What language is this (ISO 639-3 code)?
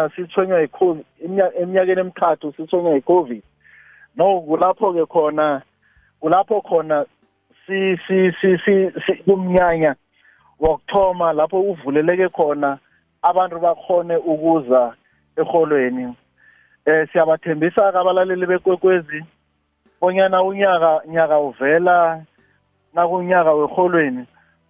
nbl